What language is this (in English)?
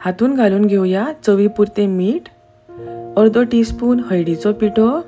Konkani